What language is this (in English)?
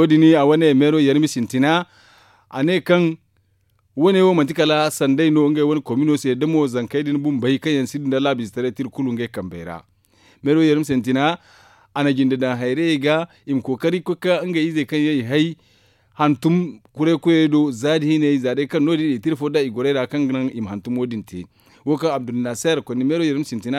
Zarma